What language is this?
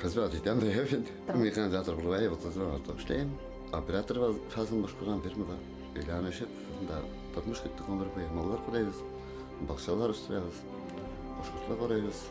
Tatar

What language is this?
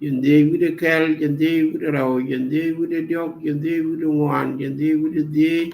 Nuer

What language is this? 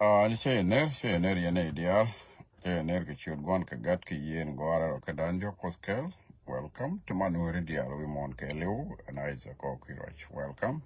Nuer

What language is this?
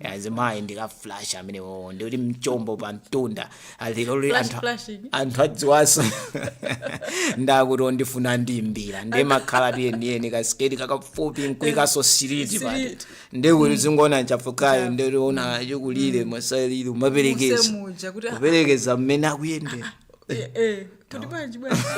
Nyanja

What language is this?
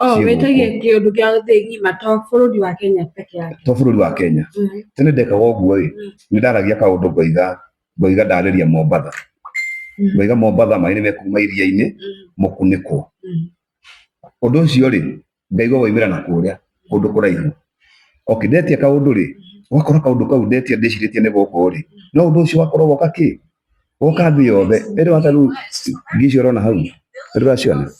Kikuyu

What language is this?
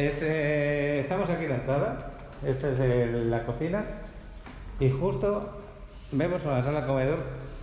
Spanish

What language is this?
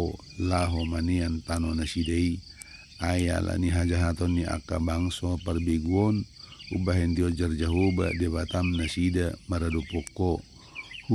Batak Toba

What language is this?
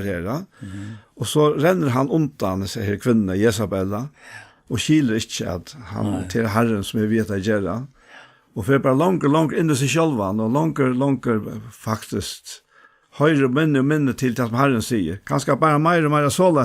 Faroese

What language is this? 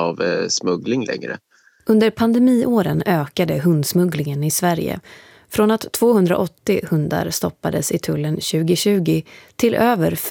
Swedish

